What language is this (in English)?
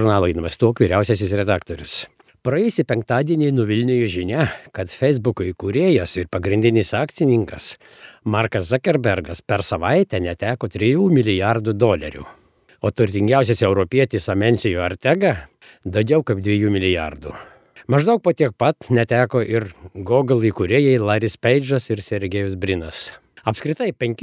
Lithuanian